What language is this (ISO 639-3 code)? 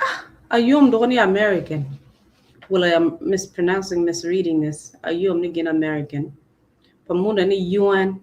ach